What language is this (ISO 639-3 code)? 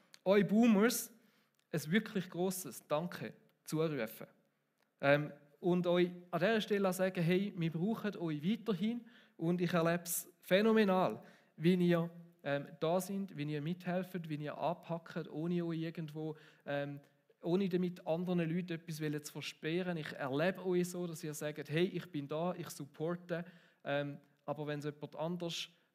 gsw